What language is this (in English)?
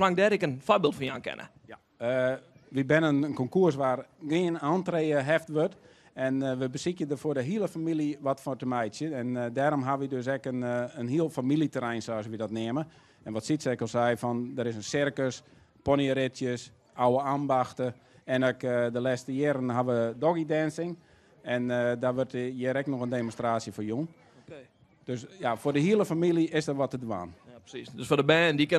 Western Frisian